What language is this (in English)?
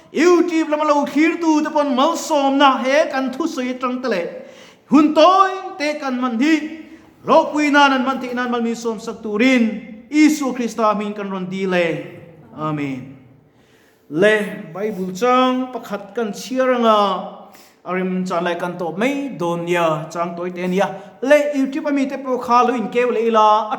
Mizo